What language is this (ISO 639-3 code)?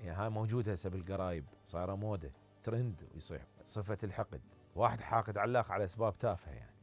acm